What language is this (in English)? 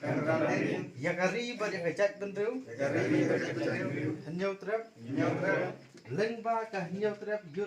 Khasi